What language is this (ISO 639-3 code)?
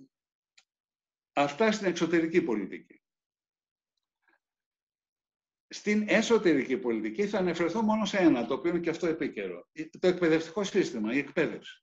ell